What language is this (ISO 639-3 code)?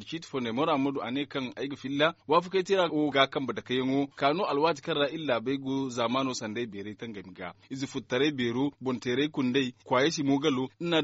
dje